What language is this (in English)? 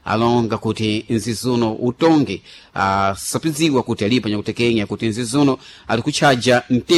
Sena